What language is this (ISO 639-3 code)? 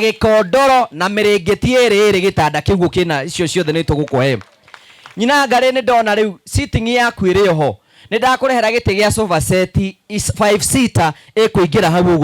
kik